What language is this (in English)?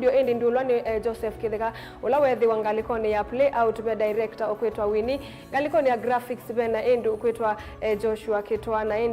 Kamba